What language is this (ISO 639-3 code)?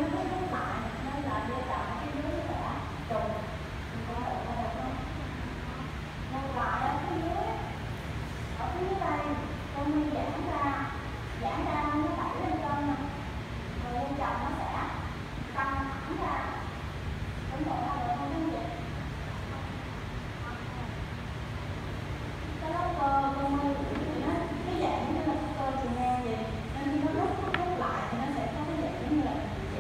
vie